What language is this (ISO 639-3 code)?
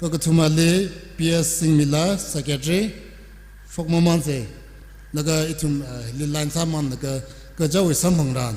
nmf